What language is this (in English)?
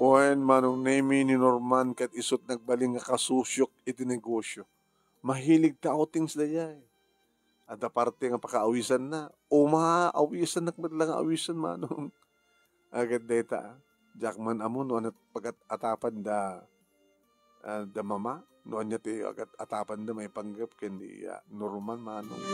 Iloko